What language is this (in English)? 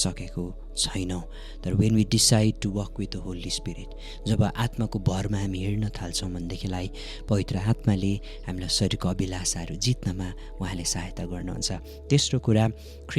Nepali